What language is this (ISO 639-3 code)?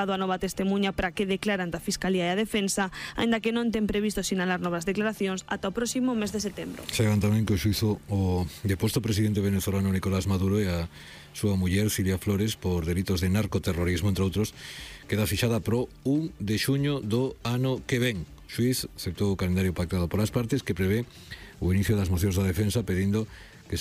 glg